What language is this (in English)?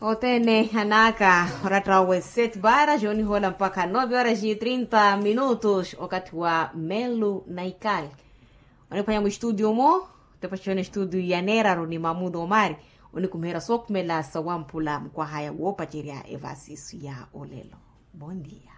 Makhuwa